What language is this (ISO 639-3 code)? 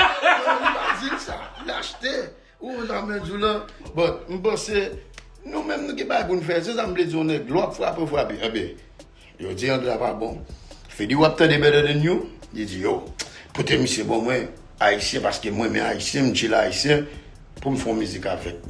hat